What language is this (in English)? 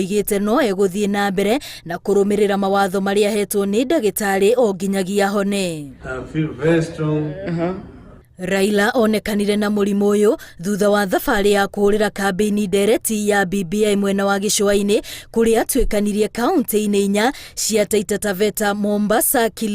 Kikuyu